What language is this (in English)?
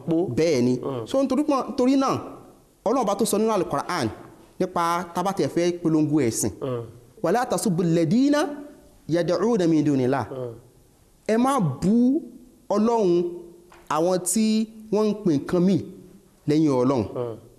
Yoruba